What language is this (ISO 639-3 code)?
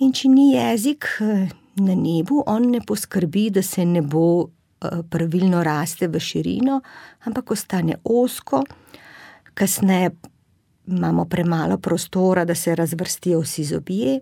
slv